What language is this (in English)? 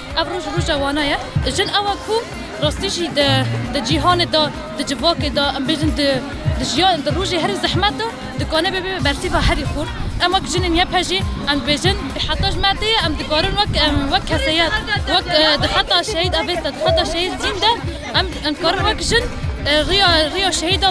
Kurdish